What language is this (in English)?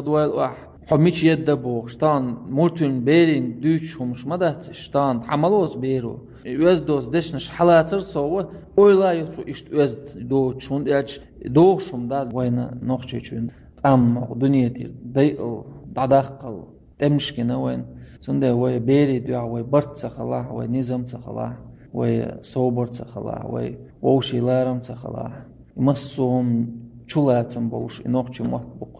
Chechen